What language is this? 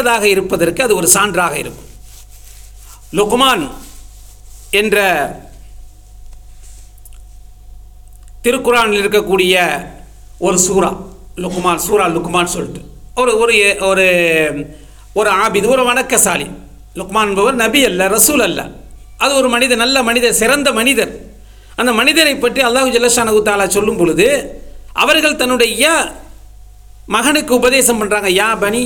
Tamil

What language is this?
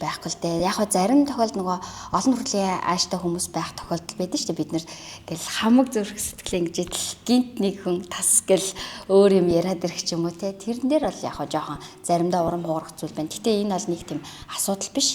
Mongolian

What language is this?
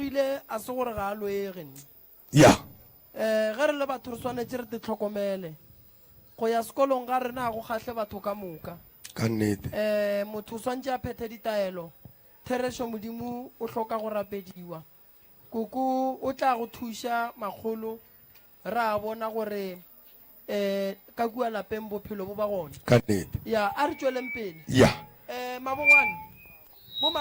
Northern Sotho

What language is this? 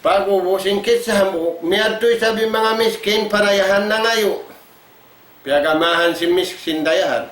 Tausug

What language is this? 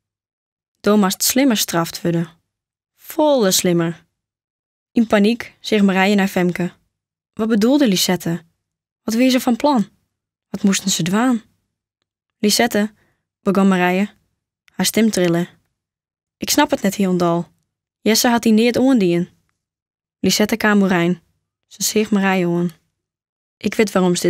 Western Frisian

